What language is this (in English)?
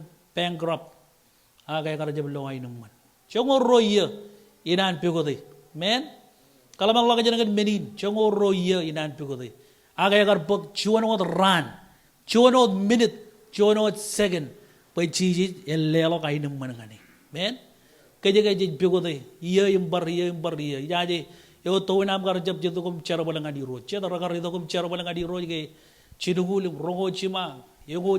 Marshallese